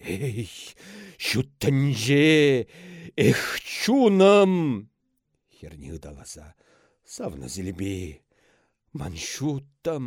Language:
Chuvash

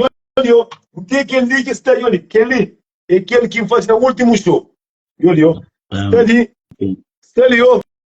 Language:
Kabuverdianu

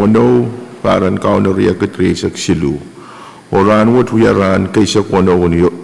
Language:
Pohnpeian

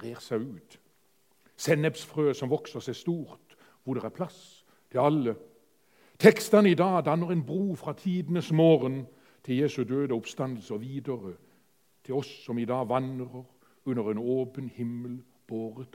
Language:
Norwegian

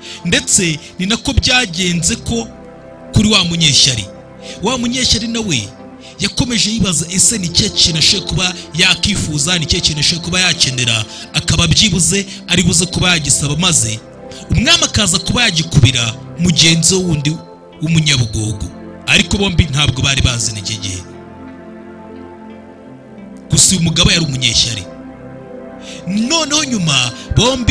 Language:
Kinyarwanda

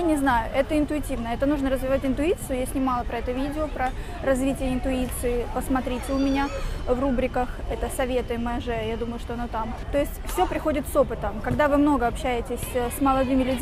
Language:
Russian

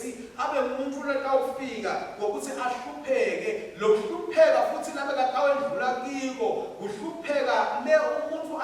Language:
Swati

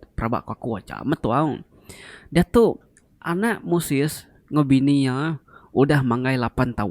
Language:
Iban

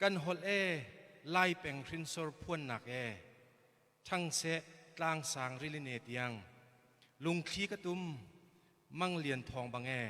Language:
Hakha Chin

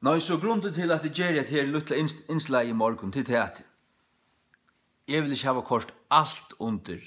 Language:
Faroese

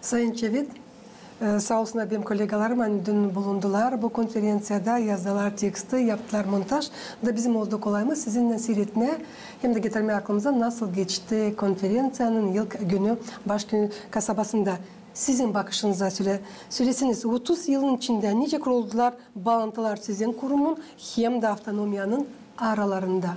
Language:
Gagauz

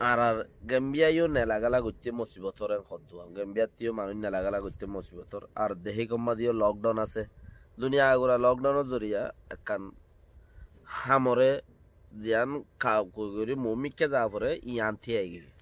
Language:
Rohingya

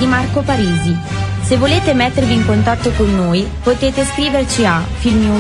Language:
Italian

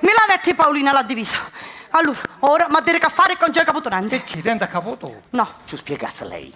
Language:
Sicilian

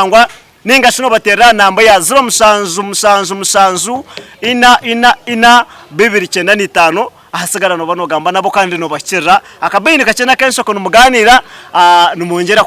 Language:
Nyankole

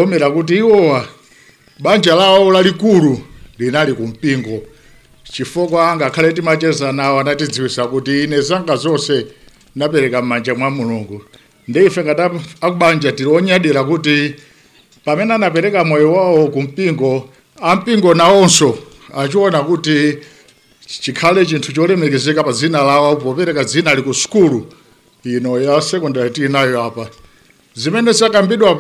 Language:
Nyanja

